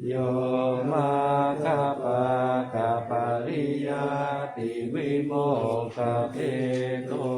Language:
Pali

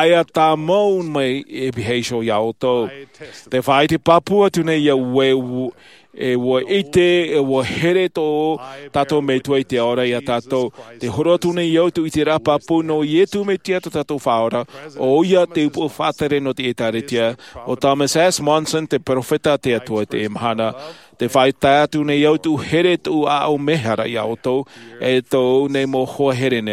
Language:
Tahitian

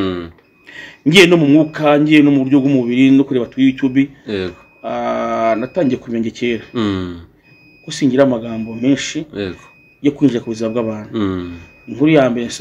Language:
Kinyarwanda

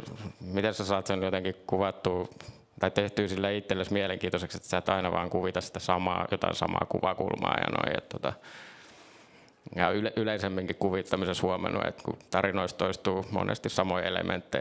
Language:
Finnish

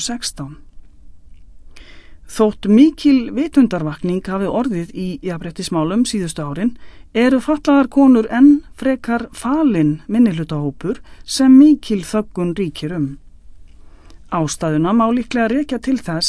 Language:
Icelandic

